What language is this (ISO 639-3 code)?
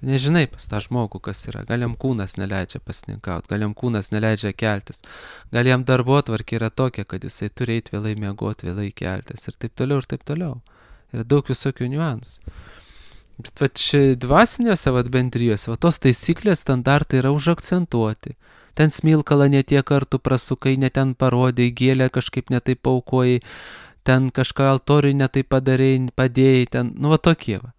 lit